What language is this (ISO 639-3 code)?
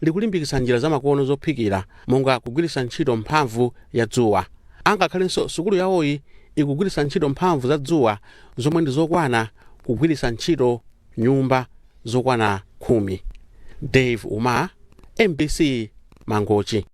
nya